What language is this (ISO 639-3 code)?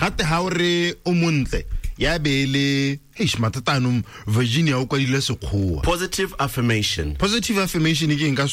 tsn